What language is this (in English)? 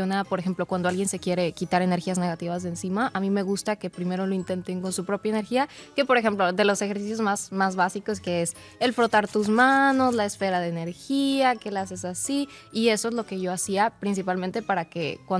Spanish